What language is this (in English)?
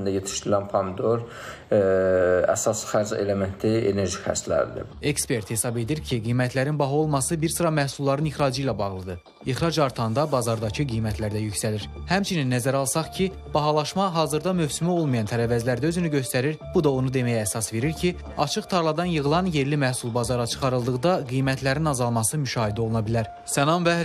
Azerbaijani